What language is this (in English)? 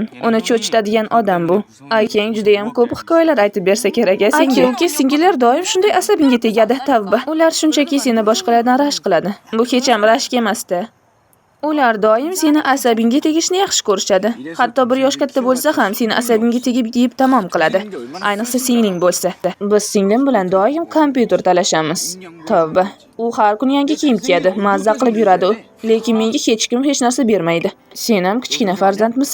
Uzbek